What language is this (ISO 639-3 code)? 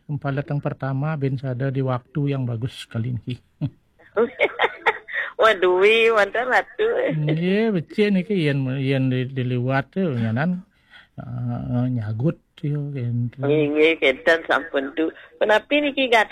ban